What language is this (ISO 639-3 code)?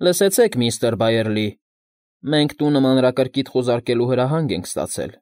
hye